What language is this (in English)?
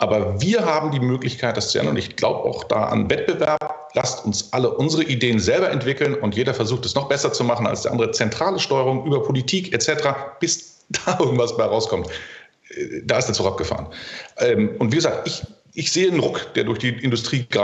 German